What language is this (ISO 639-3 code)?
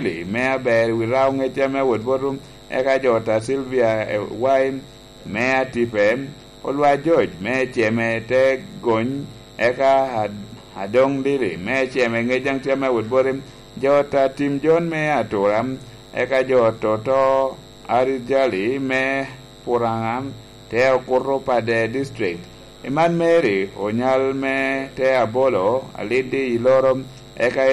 laj